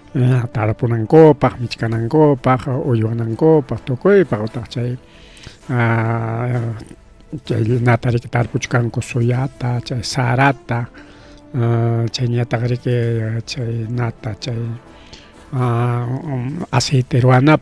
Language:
Ayacucho Quechua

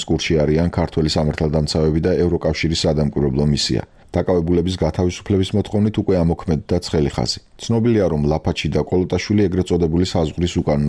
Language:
Georgian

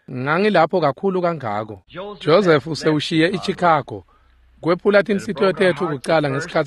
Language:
Swati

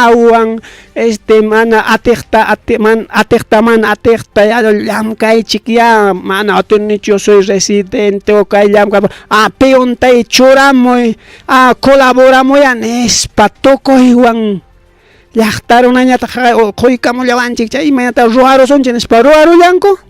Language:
Ayacucho Quechua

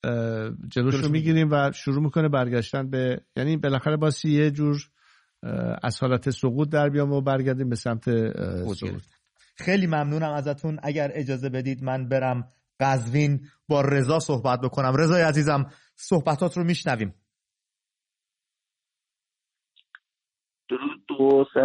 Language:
Persian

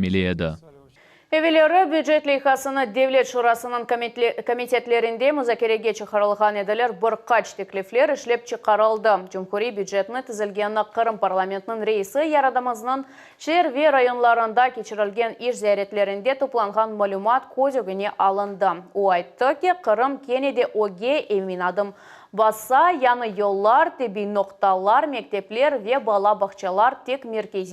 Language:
Crimean Tatar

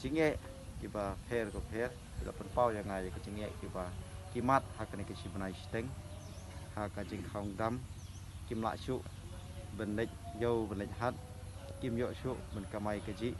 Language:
Khasi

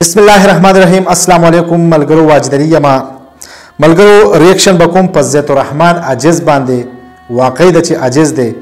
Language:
Pashto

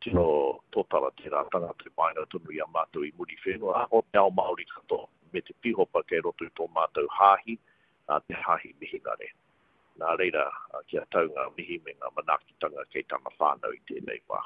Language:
Māori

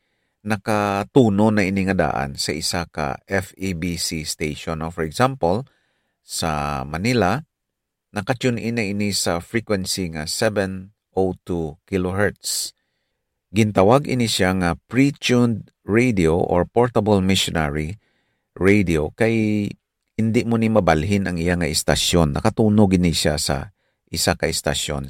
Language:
Hiligaynon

